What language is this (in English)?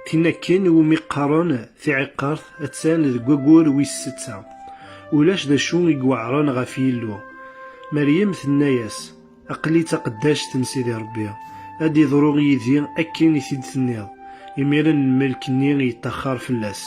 Kabyle